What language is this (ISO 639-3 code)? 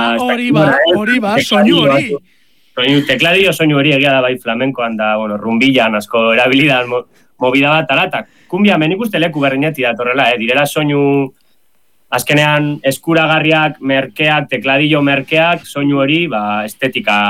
eus